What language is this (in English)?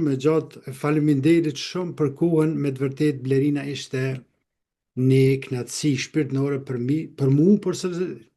Albanian